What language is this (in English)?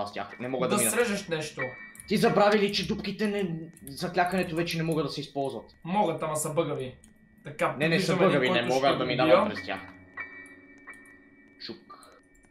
Bulgarian